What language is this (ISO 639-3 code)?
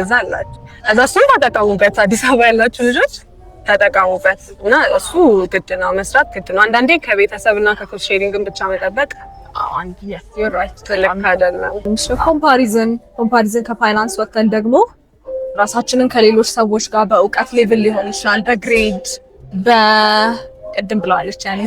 amh